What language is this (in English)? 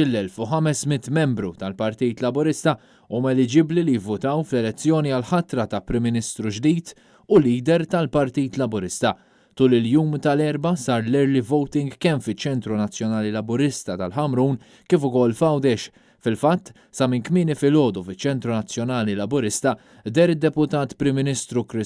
Maltese